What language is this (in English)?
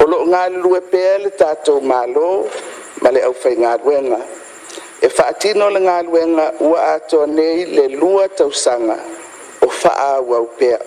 Samoan